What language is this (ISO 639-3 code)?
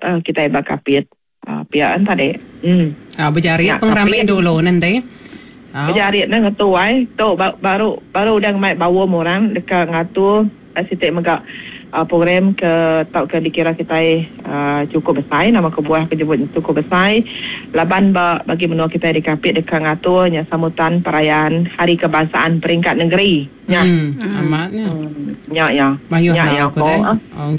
iba